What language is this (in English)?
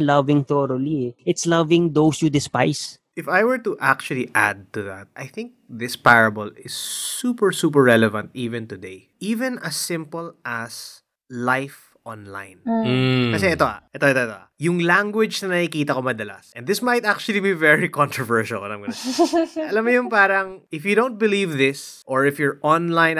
Filipino